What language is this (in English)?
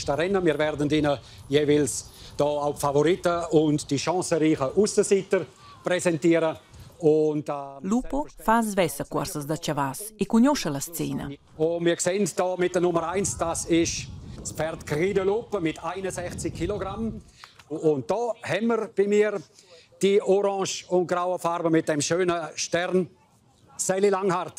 Romansh